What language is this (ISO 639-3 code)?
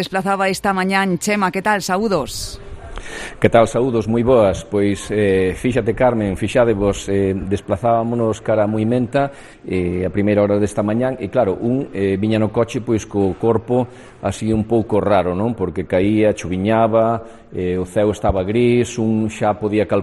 glg